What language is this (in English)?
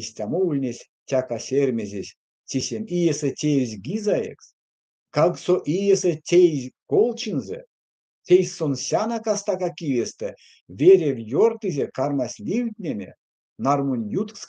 Erzya